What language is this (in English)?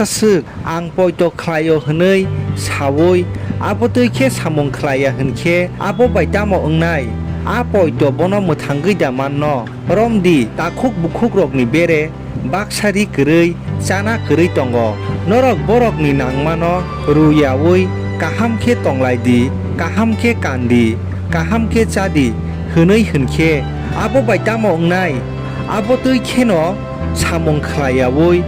Kok Borok